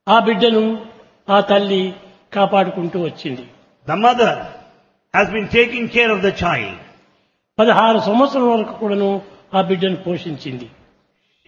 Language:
Telugu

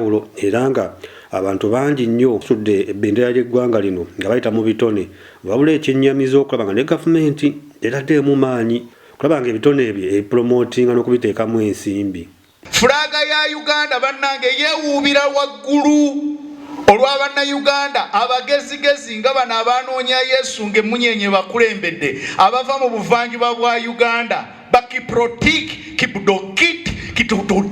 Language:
Ganda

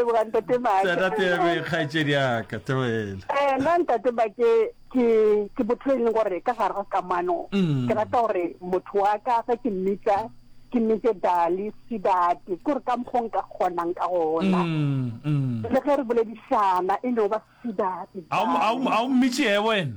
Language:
Northern Sotho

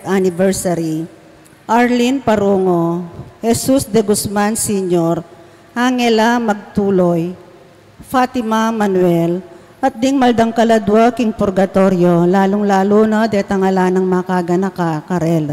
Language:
Pampanga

